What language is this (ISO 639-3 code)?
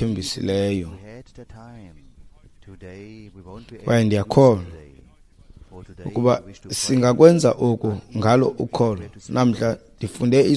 xho